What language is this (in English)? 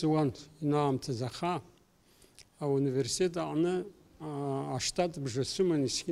Abkhazian